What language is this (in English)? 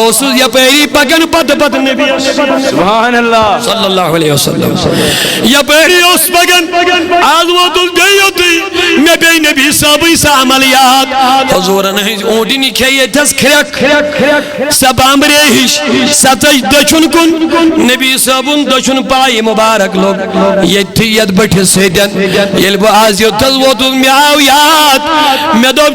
Kashmiri